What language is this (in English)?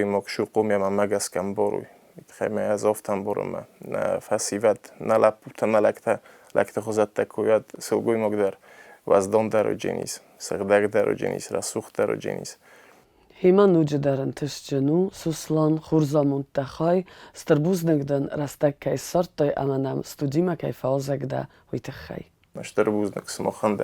Ossetic